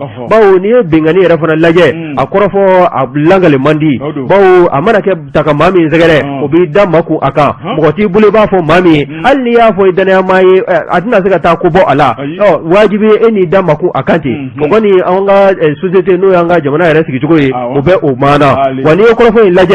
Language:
Bambara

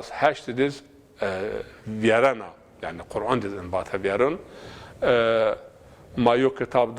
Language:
Zaza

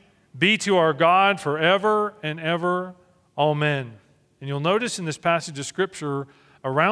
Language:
English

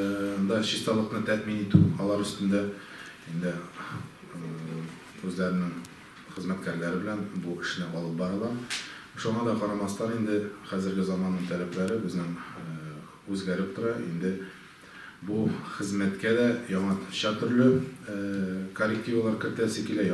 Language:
Tatar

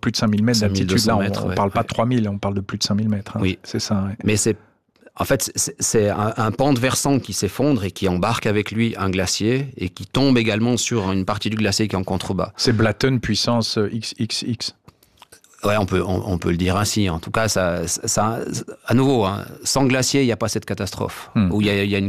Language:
French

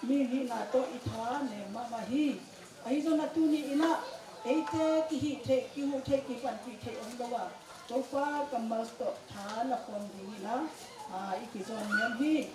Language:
Tedim Chin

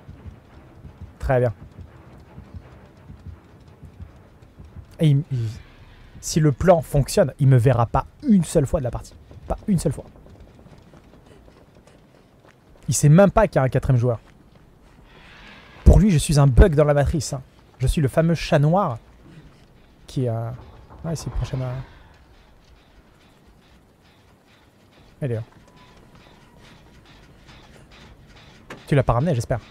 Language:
French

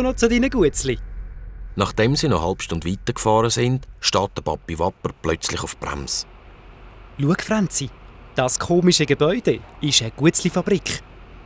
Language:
Swiss German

